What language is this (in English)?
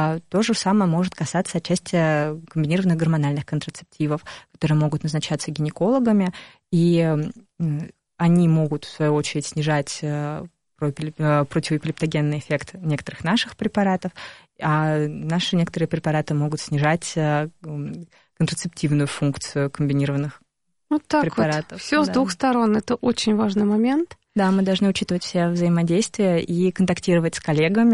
Russian